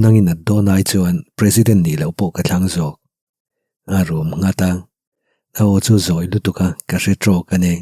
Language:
Mizo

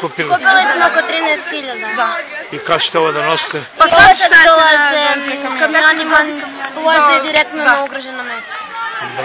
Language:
Macedonian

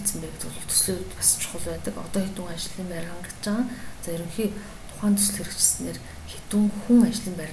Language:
Mongolian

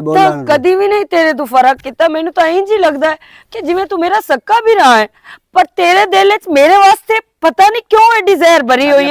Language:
Western Panjabi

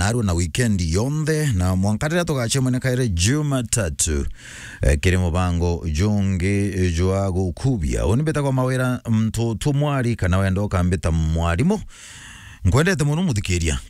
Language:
Meru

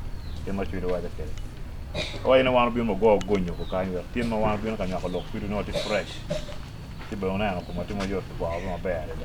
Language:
Acoli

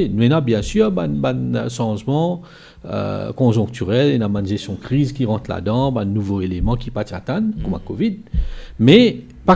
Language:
Morisyen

